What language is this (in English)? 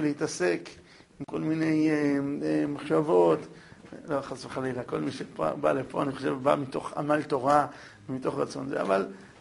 Hebrew